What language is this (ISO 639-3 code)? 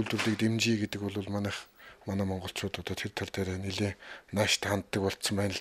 mon